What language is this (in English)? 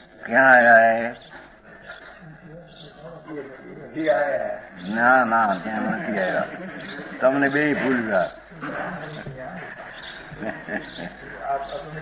Gujarati